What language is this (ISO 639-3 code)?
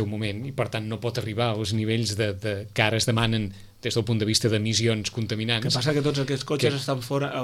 cat